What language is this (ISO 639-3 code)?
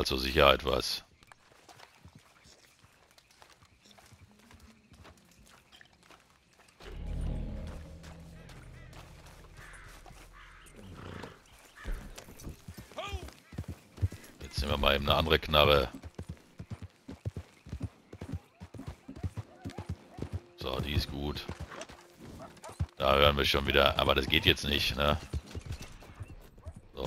deu